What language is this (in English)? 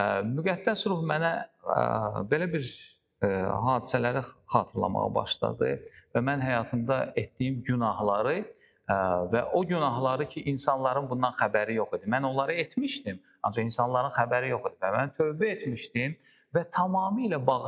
Azerbaijani